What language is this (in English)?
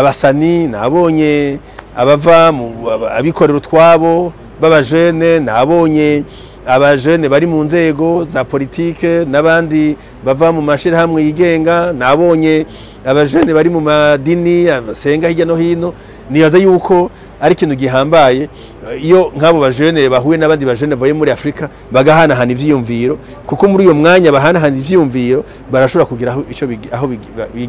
Rundi